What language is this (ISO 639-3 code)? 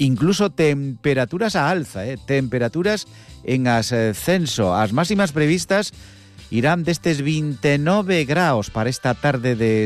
glg